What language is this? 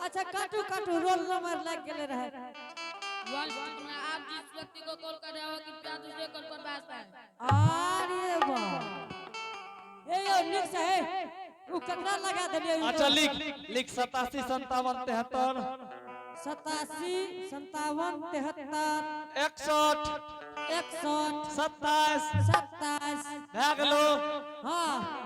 Angika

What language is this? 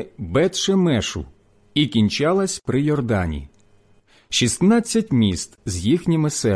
Ukrainian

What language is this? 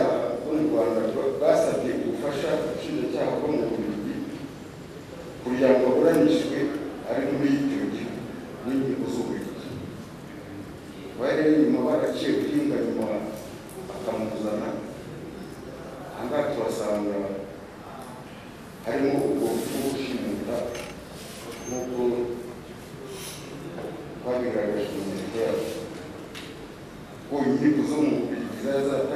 Kinyarwanda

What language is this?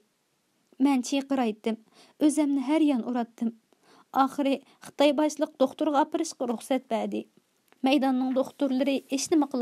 Uyghur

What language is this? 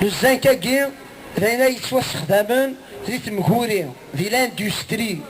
Kabyle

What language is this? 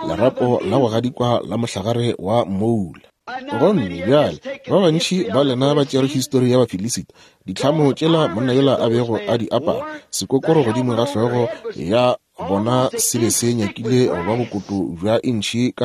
Northern Sotho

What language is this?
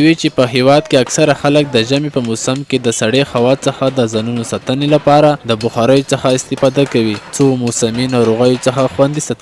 Pashto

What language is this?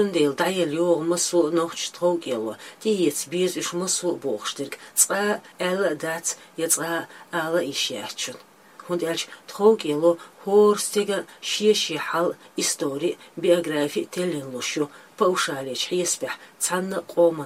Chechen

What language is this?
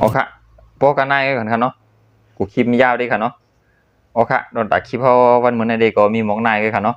Shan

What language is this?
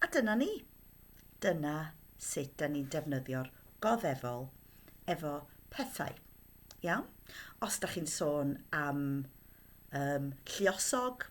Welsh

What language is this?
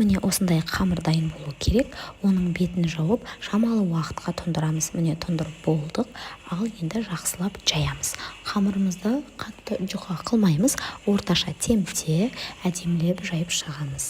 Kazakh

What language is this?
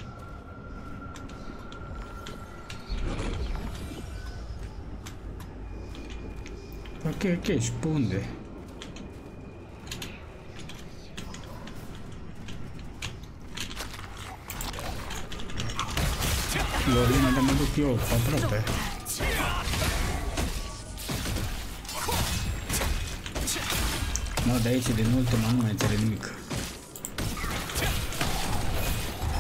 Romanian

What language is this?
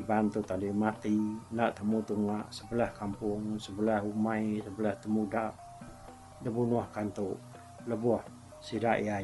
Iban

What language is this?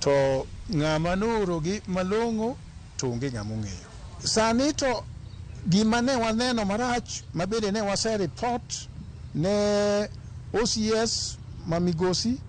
Luo (Kenya and Tanzania)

